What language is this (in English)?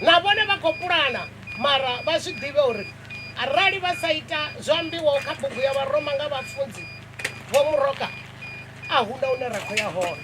Venda